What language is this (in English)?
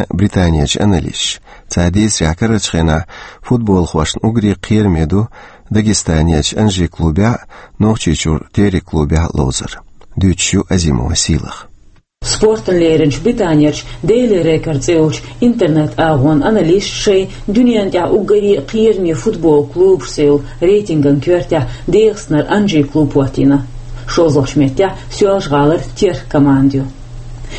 Chechen